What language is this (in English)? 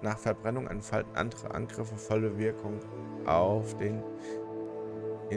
German